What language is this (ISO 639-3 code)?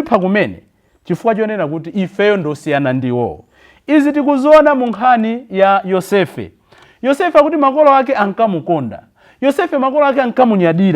nya